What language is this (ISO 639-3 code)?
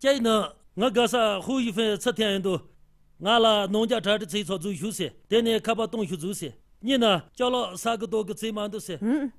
bod